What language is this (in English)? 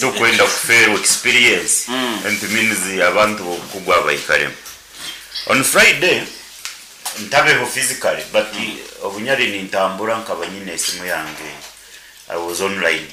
Nyankole